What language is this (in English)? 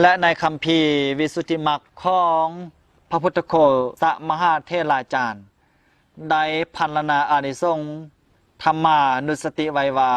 Lao